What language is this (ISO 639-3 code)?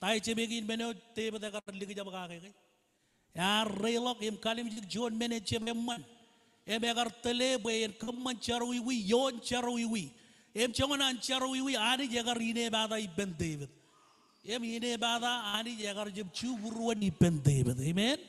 mah